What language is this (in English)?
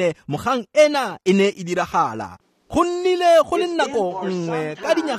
Tswana